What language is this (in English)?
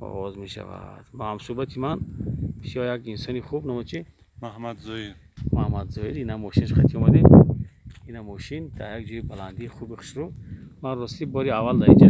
Tajik